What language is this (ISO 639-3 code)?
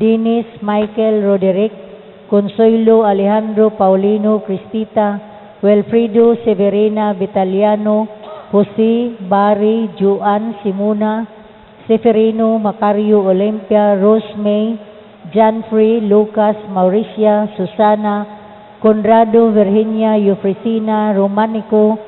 ceb